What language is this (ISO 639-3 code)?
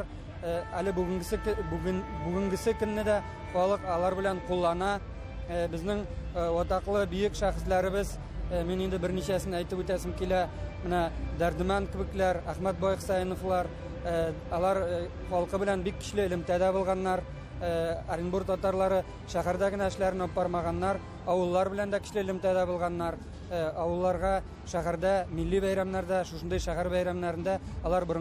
tat